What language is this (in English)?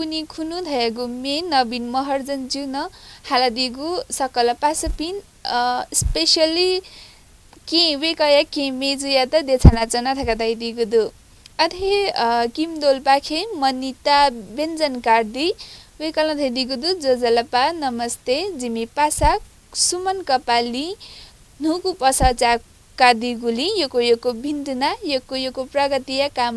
Newari